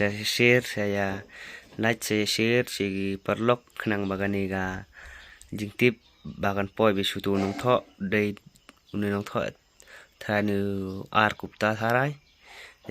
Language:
Khasi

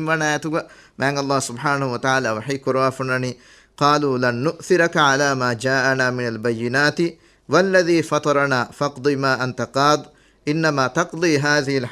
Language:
Divehi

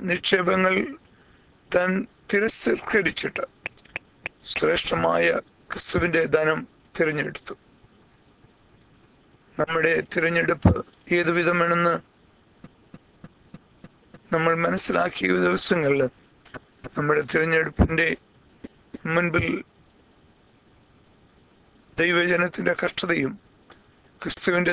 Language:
Malayalam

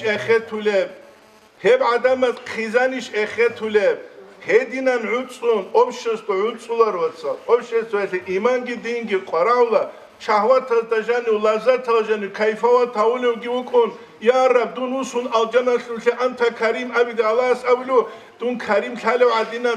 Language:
Avaric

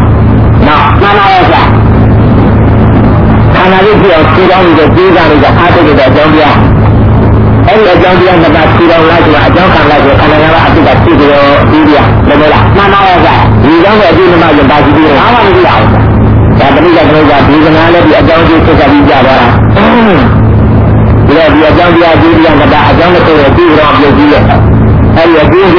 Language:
Burmese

